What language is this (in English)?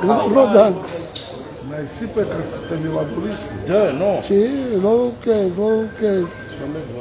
Romanian